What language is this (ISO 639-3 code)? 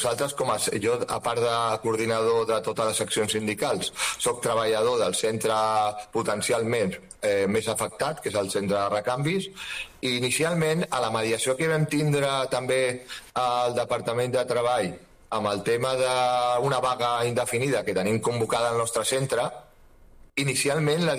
cat